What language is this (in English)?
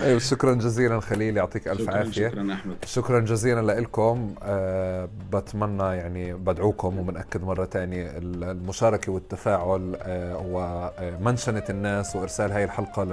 North Levantine Arabic